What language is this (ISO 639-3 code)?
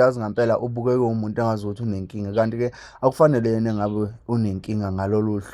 zul